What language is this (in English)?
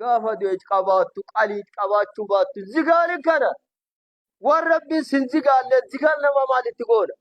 Oromo